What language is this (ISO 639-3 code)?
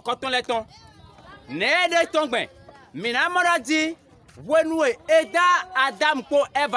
fon